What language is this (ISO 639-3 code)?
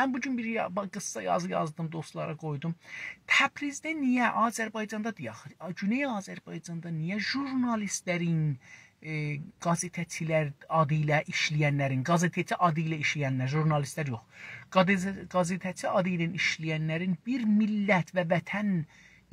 azb